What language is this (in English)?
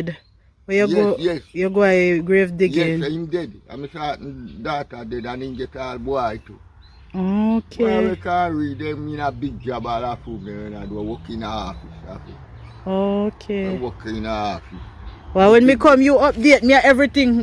Jamaican Creole English